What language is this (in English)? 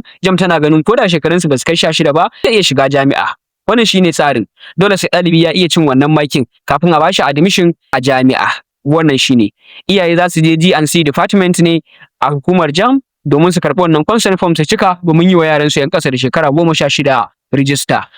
Hausa